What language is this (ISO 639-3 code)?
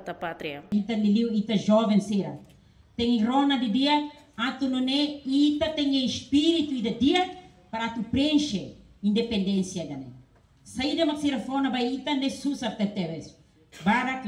tet